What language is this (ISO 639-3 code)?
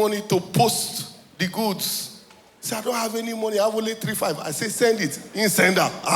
pcm